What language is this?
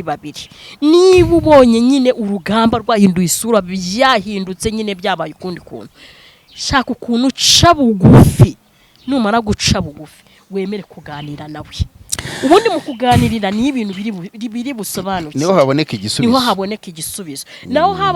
Kinyarwanda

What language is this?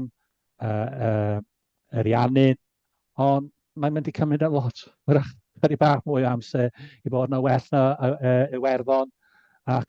Welsh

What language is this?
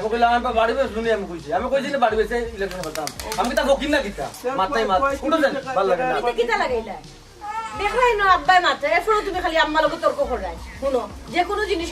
Sylheti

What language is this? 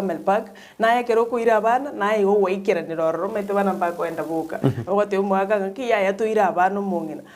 Gusii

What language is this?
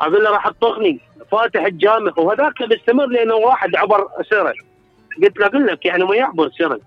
Mesopotamian Arabic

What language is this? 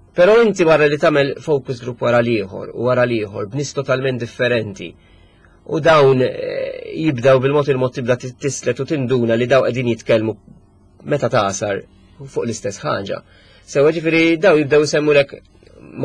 Maltese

